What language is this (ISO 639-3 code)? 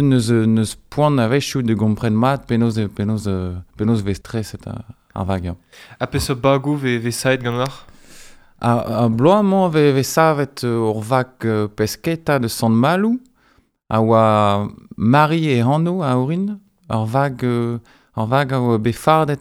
bre